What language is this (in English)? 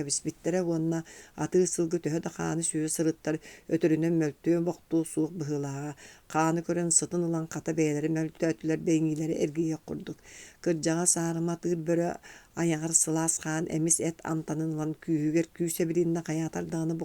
Yakut